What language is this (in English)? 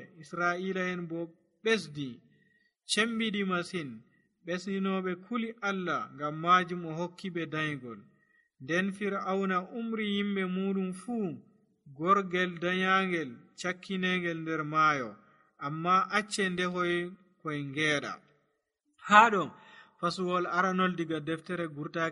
Nigerian Fulfulde